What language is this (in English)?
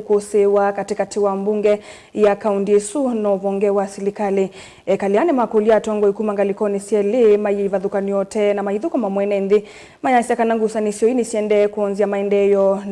Kamba